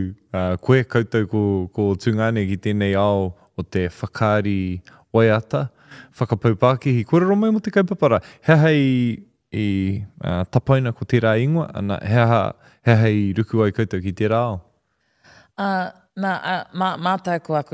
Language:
Māori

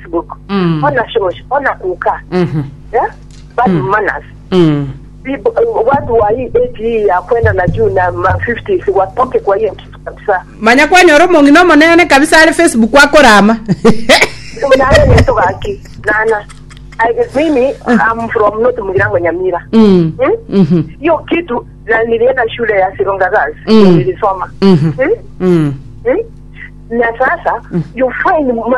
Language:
Gusii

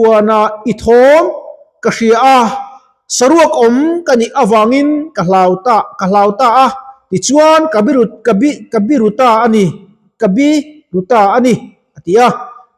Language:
Mizo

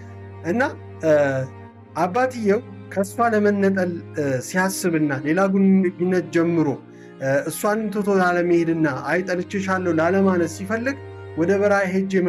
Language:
Amharic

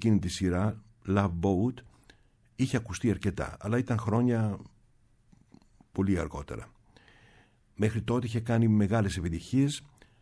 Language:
Greek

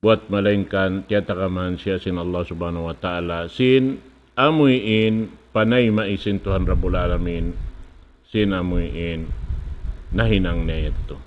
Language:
Tausug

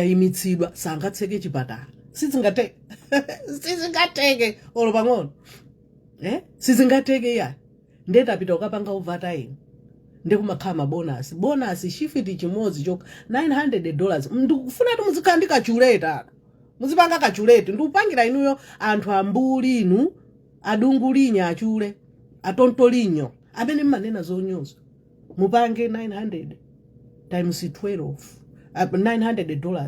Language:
Nyanja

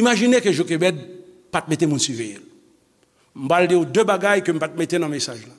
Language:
Haitian Creole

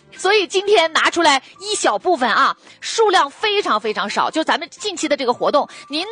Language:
Chinese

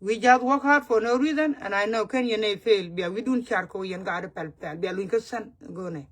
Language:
Nuer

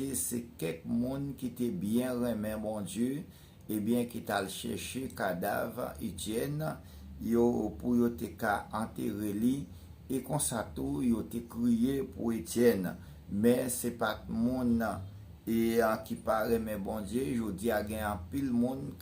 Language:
Haitian Creole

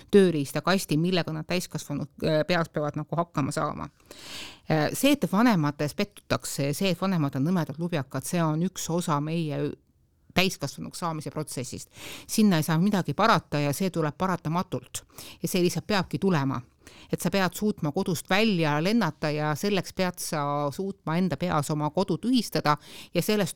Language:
Estonian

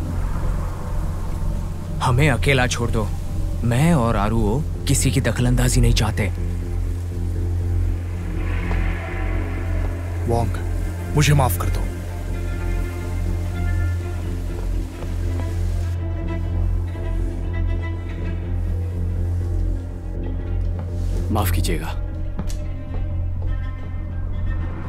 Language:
Hindi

